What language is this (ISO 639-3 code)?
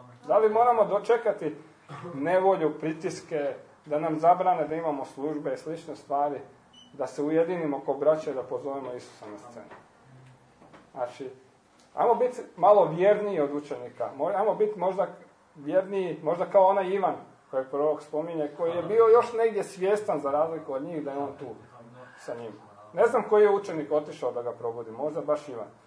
hrv